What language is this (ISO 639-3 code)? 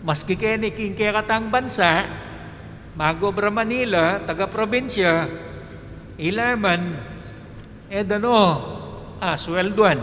pam